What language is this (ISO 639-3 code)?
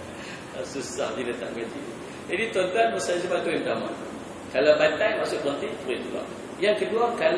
msa